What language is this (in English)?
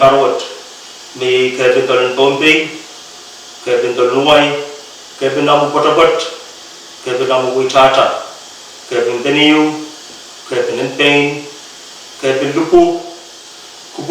Pohnpeian